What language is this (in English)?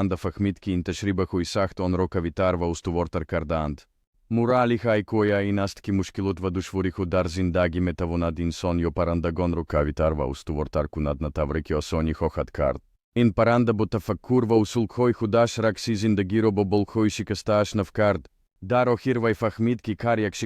Tajik